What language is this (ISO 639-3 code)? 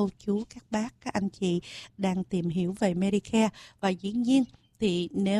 vie